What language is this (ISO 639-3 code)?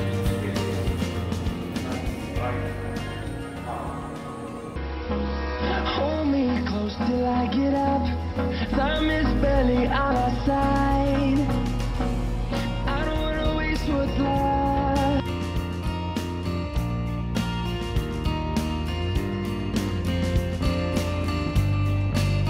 eng